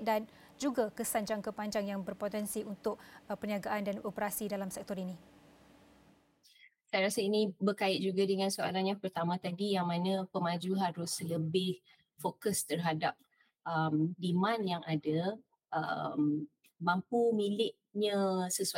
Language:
Malay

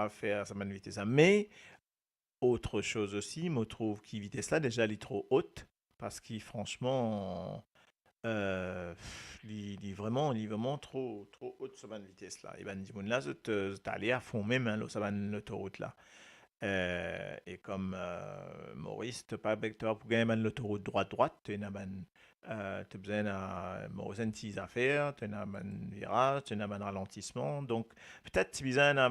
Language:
Morisyen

